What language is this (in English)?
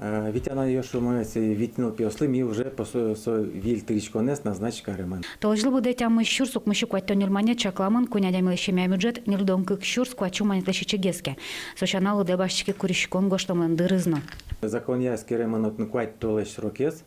Udmurt